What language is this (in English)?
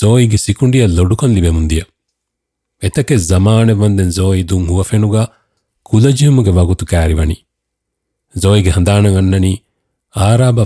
Divehi